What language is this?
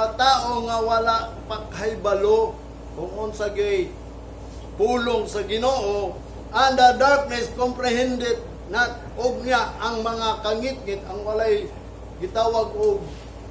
Cebuano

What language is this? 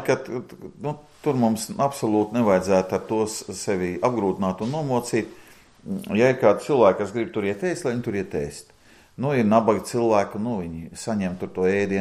Latvian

